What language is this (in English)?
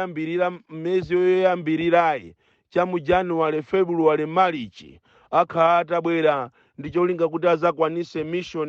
Nyanja